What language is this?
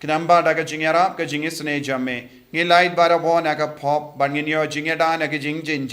Khasi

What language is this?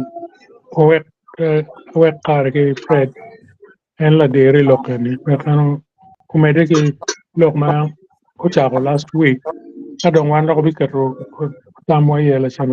Acoli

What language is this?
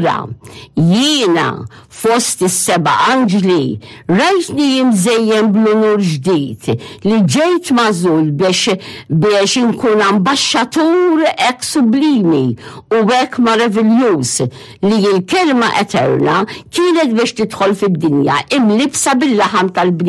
Maltese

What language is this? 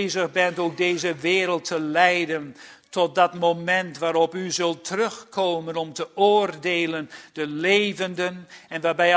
Dutch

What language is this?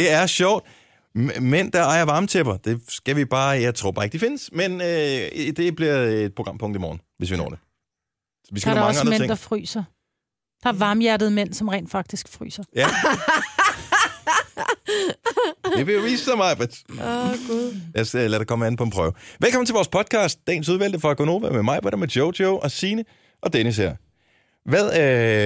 Danish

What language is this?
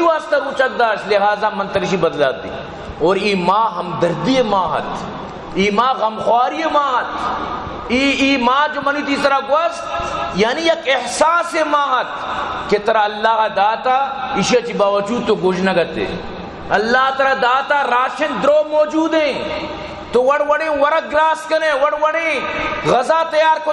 Baluchi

